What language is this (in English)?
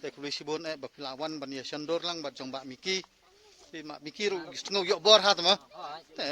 Khasi